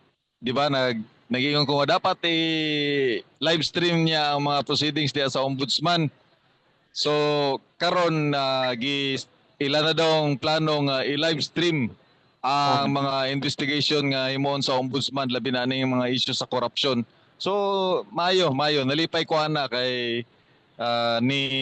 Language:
Cebuano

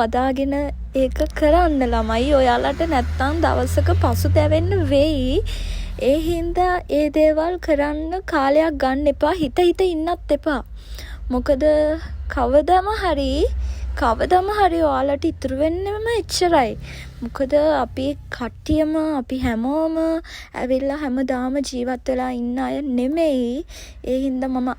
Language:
Sinhala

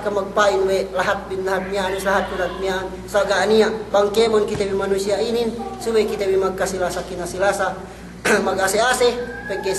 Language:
Yakan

